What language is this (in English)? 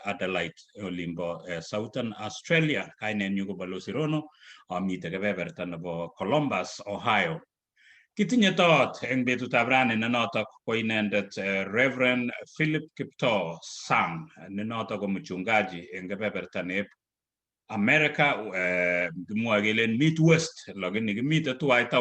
Kalenjin